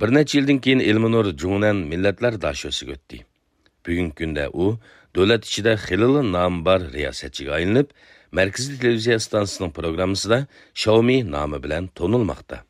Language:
Uyghur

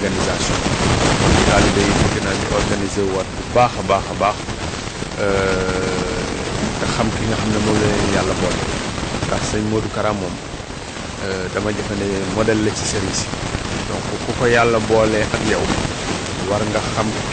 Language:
Wolof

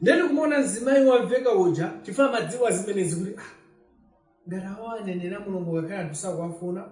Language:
Nyanja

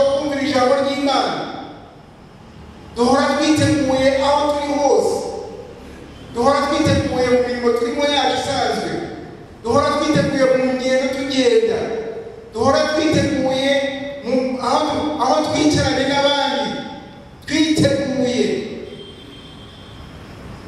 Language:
Kinyarwanda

